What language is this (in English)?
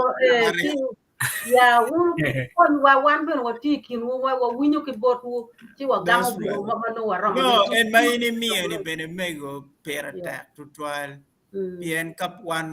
Acoli